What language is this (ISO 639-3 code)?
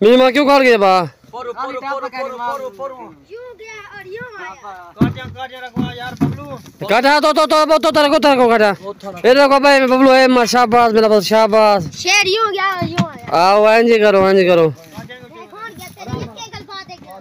skr